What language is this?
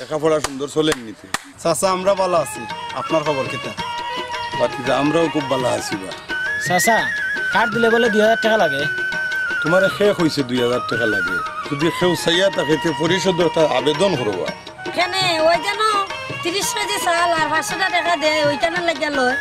Sylheti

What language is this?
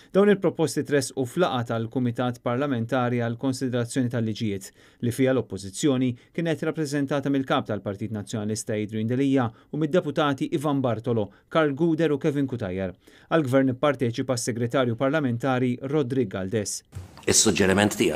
Maltese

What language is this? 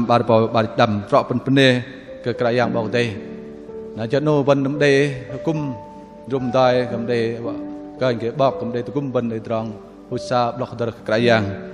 Bahnar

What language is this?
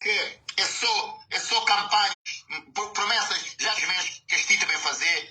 Kabuverdianu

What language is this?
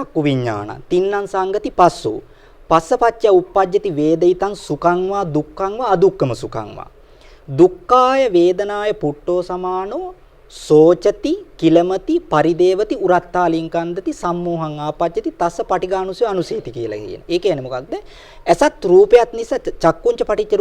Sinhala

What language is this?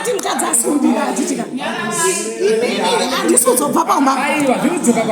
Shona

